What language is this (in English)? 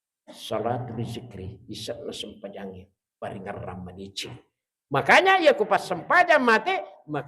Buginese